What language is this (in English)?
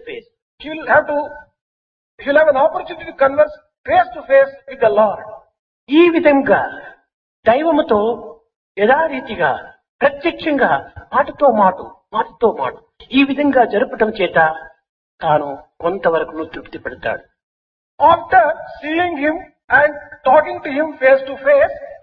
Telugu